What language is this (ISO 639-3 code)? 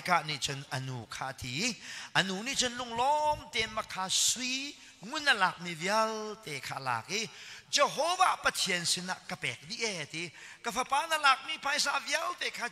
cnh